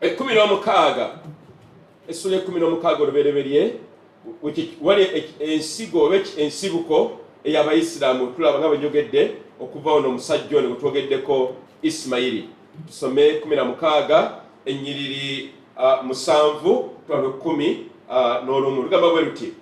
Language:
Ganda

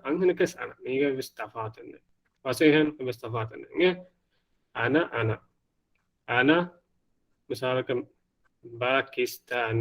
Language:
Divehi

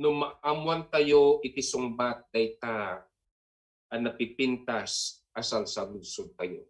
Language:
Iloko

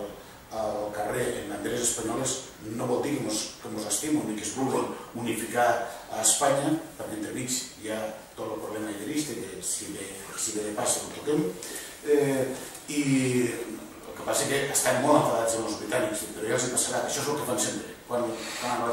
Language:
Catalan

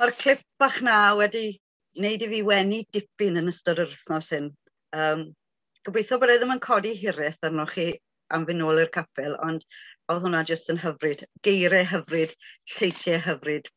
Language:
Welsh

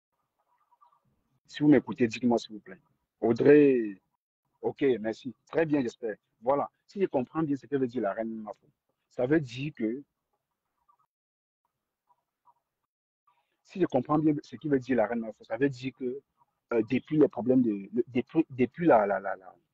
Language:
French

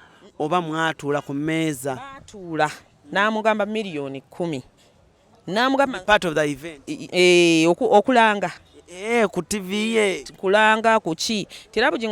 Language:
Ganda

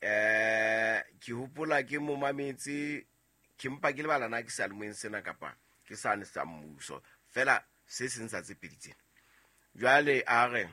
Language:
Southern Sotho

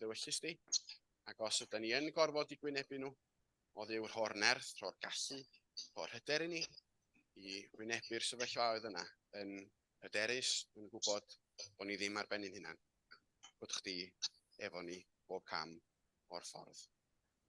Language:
Welsh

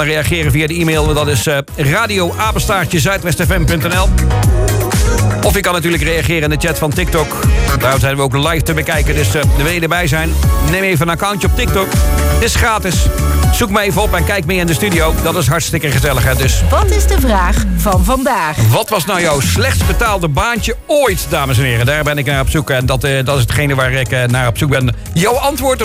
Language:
Dutch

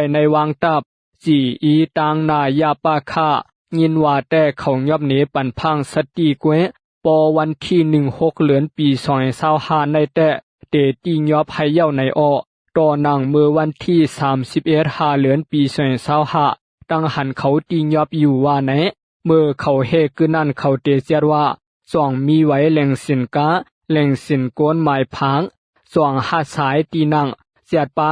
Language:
Shan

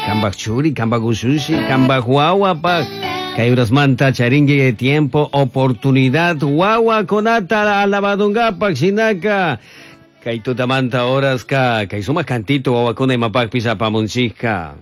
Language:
Chimborazo Highland Quichua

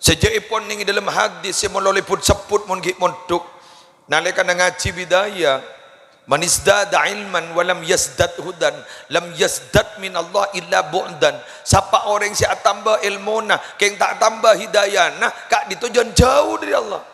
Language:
Madurese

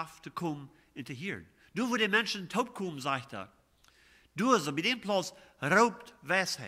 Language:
Plautdietsch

